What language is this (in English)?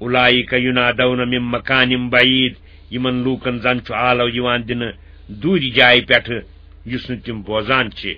Kashmiri